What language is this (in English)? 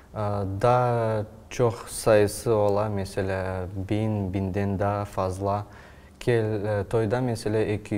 Crimean Tatar